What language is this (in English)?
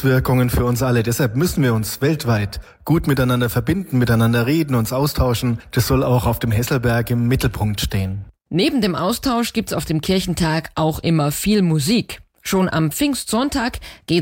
German